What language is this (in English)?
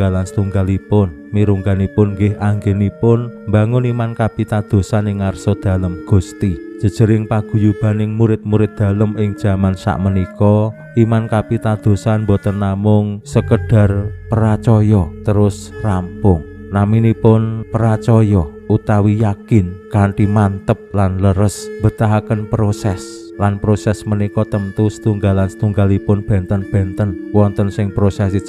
Javanese